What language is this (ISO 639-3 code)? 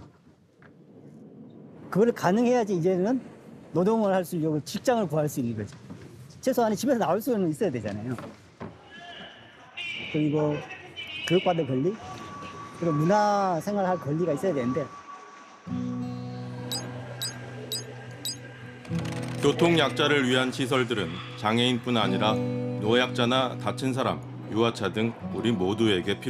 kor